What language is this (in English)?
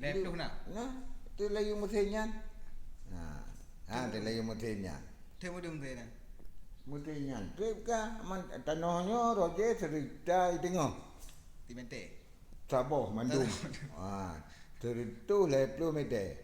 Achinese